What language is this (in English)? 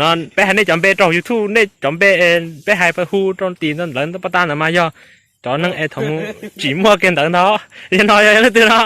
Hmong